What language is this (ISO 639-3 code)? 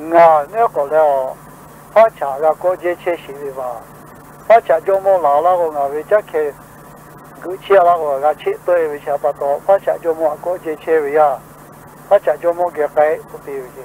lhu